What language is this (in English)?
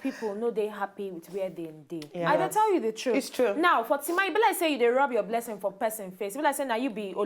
Nigerian Pidgin